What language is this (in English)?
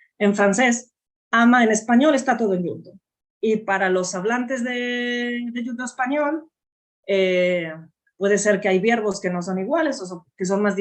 Ladino